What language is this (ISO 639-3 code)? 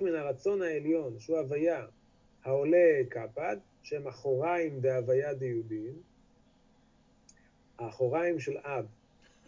heb